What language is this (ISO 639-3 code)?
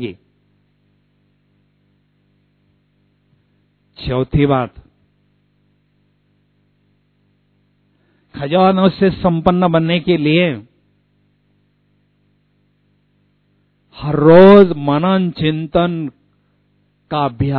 hin